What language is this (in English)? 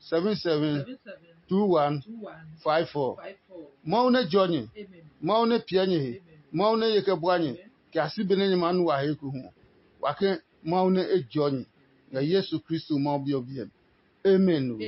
Adangme